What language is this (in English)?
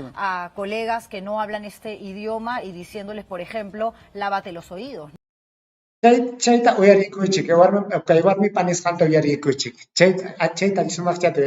Ayacucho Quechua